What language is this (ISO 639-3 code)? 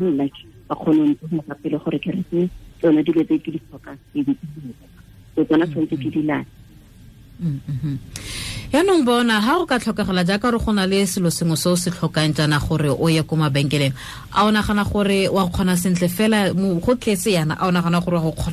tsn